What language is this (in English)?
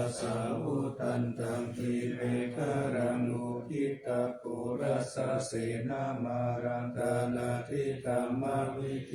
Pali